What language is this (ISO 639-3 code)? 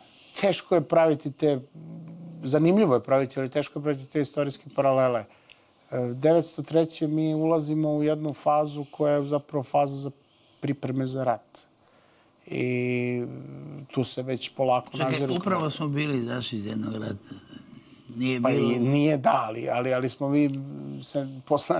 srp